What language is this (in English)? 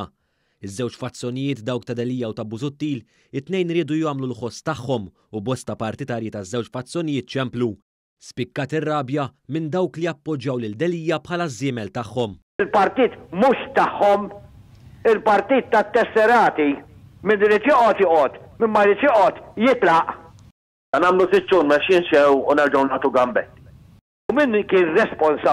Maltese